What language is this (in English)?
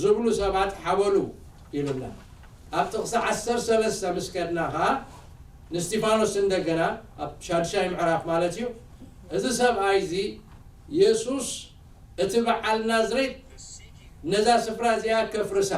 Tigrinya